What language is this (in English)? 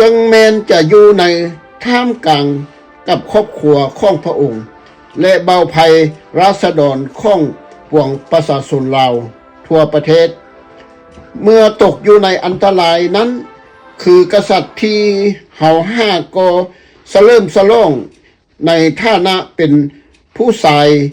Lao